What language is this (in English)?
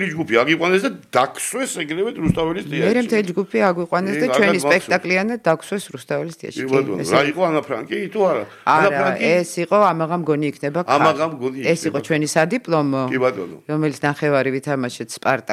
Georgian